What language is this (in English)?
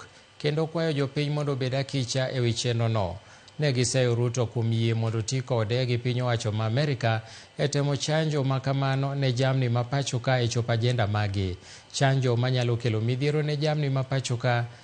Luo (Kenya and Tanzania)